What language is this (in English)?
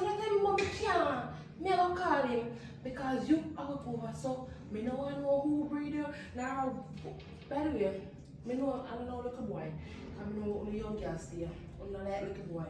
Jamaican Creole English